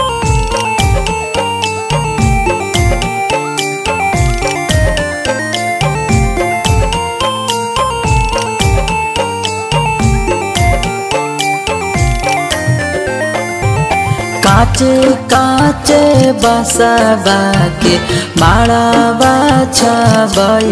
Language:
Bhojpuri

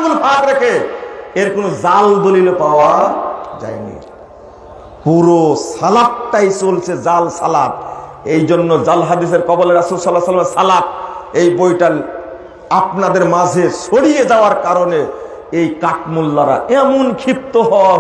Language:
Bangla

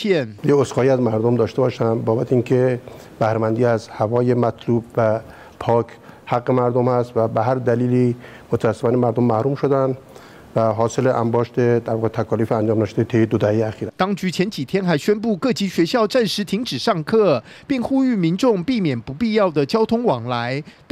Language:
Chinese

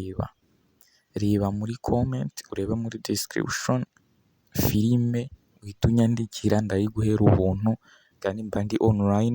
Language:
Kinyarwanda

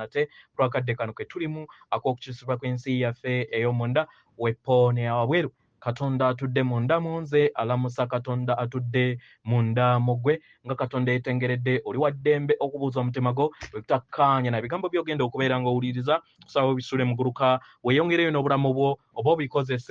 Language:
Ganda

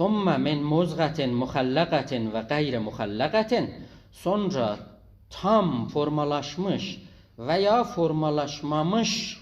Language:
South Azerbaijani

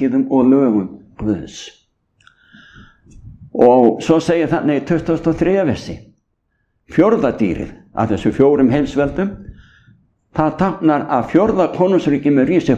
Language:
Icelandic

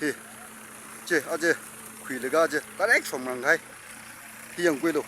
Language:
Tangkhul Naga (India)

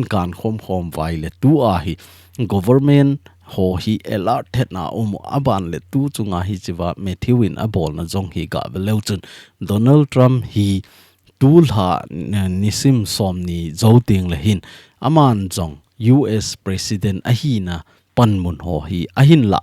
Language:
Thado Chin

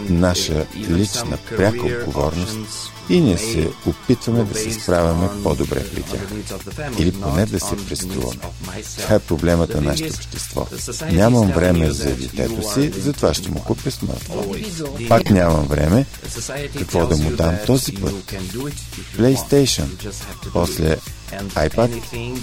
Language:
Bulgarian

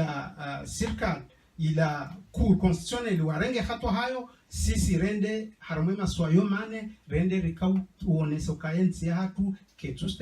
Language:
Ngazidja Comorian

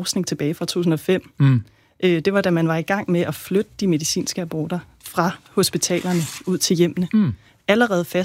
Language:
Danish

